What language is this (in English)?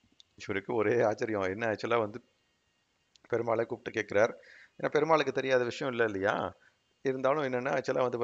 Tamil